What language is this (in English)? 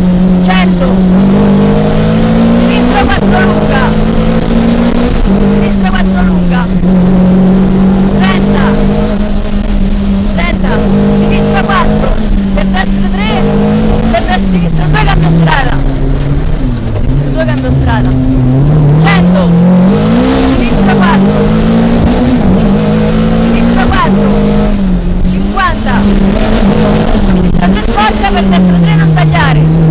Italian